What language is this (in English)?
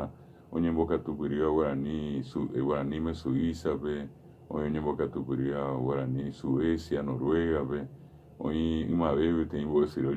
Guarani